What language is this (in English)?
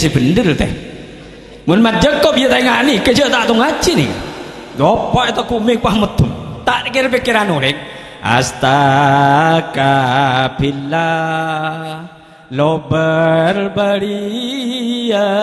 Madurese